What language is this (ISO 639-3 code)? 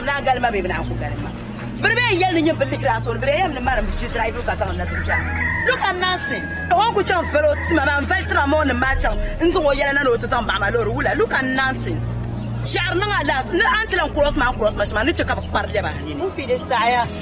dag